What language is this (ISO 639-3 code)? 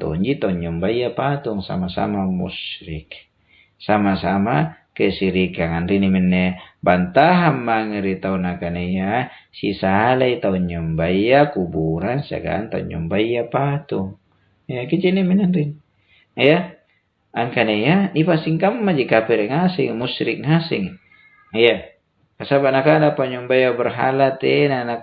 mak